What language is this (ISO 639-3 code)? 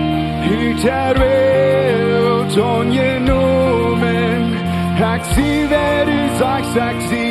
pdt